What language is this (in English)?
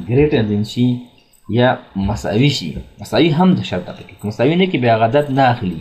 Pashto